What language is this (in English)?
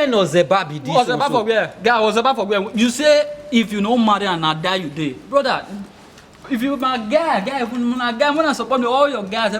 Nigerian Pidgin